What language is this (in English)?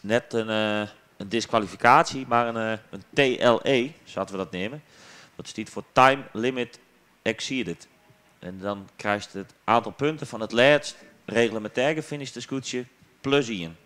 Western Frisian